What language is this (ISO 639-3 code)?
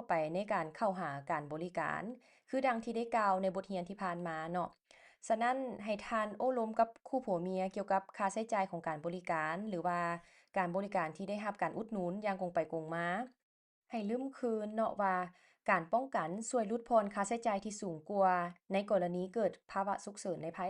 lao